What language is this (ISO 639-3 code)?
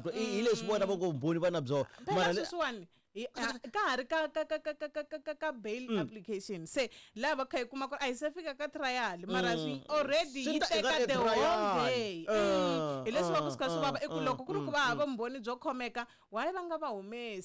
tso